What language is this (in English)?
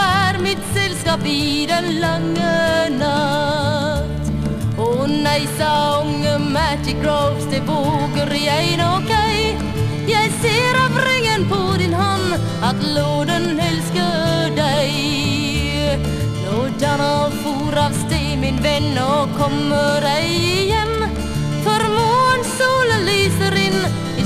Norwegian